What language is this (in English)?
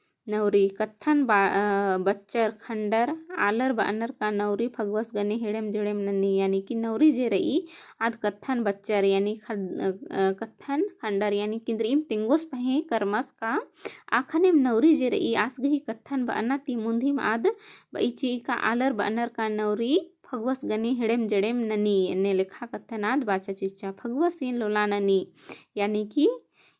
Kurukh